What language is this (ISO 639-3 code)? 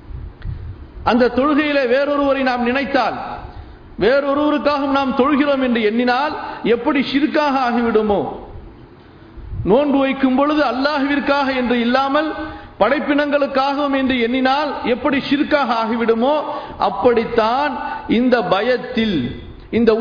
tam